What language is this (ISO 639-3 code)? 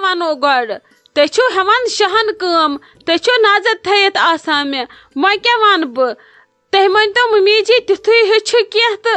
kas